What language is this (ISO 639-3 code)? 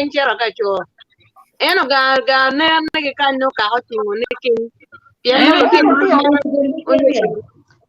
ach